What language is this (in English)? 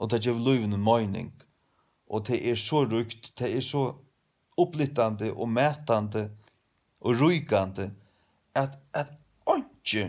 Faroese